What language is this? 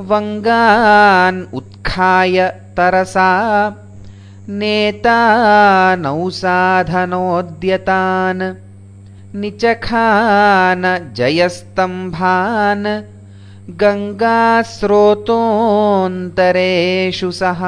Sanskrit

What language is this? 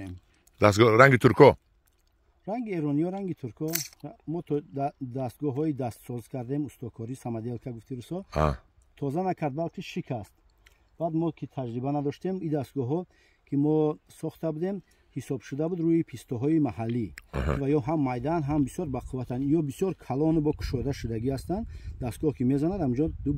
Tajik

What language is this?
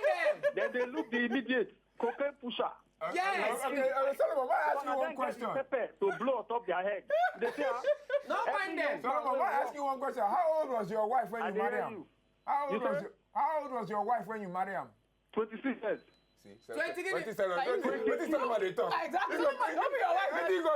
Nigerian Pidgin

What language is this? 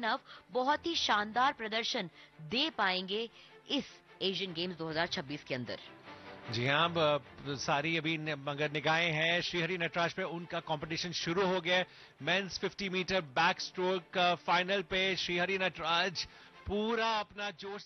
Hindi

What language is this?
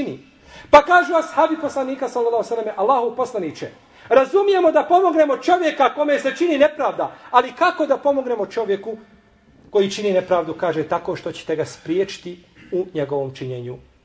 Bosnian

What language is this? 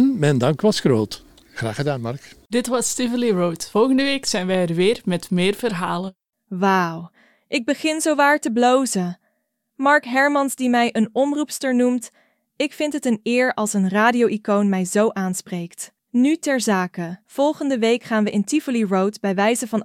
Dutch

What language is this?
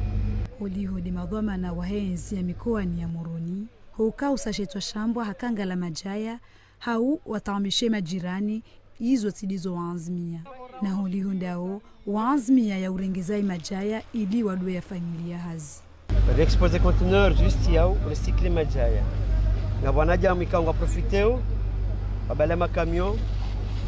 Ngazidja Comorian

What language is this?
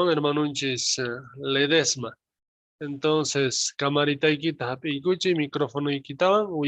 South Bolivian Quechua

